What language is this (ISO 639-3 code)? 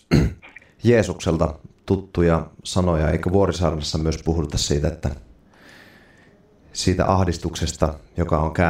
fin